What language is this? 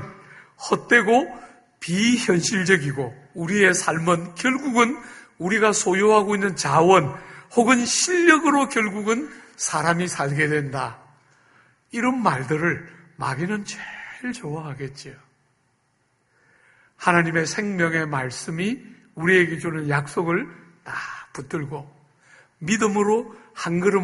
Korean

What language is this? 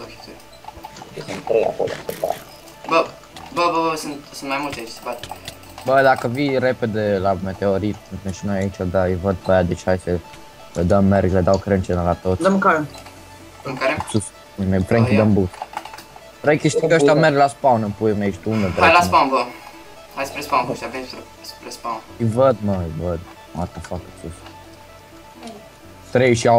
Romanian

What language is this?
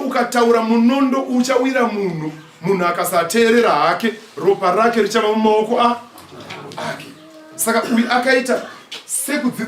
Shona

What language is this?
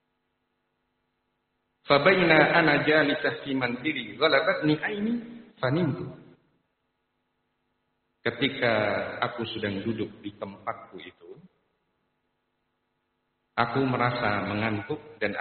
Indonesian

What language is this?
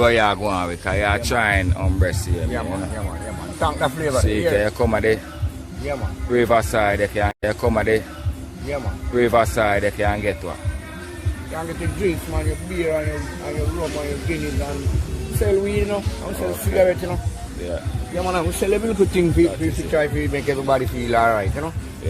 Jamaican Creole English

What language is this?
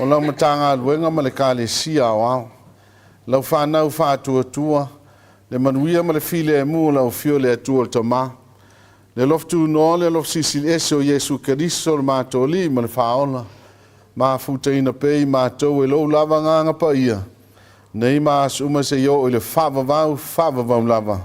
Samoan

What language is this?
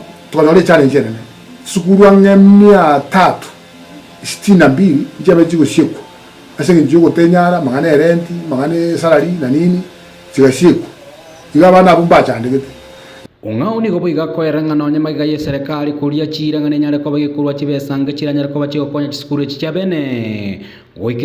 Gusii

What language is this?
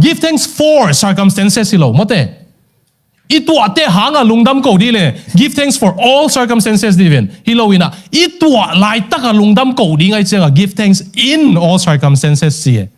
Tedim Chin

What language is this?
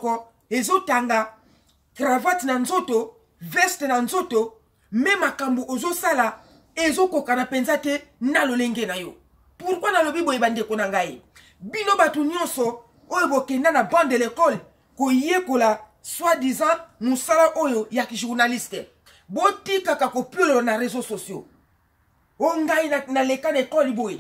Lingala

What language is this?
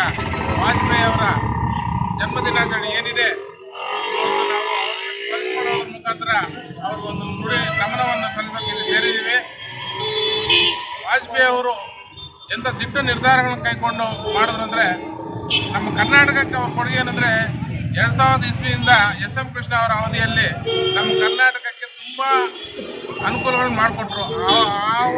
Kannada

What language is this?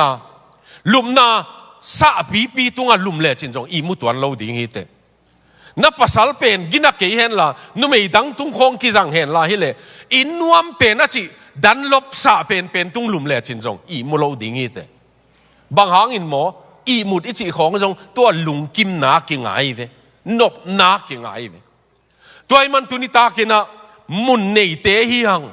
Tedim Chin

